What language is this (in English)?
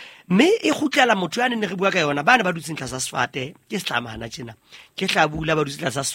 Southern Sotho